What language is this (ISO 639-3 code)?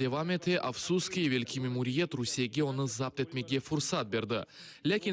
crh